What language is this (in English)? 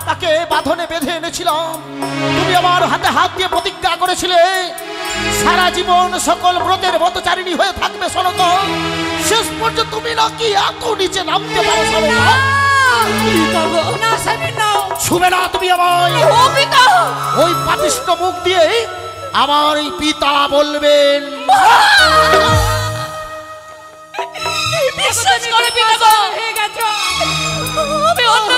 Bangla